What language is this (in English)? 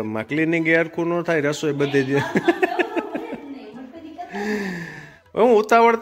Gujarati